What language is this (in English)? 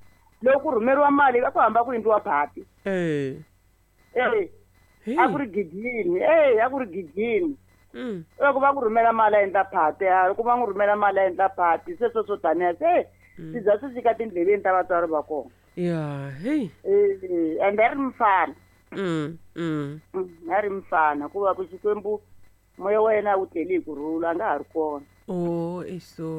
Tsonga